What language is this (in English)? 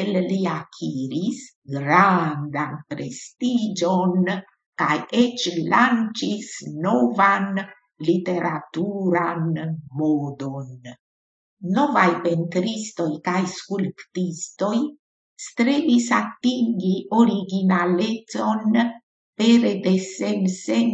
Esperanto